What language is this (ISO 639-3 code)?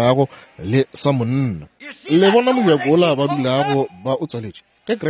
nso